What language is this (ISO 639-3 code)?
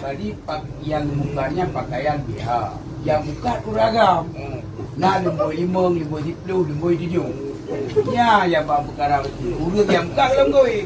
ace